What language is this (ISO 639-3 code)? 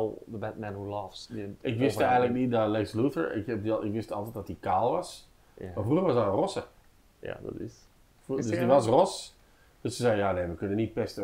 nld